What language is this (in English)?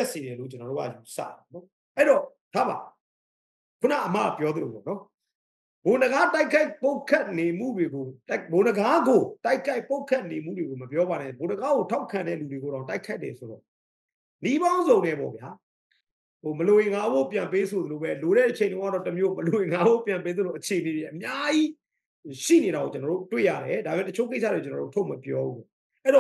Burmese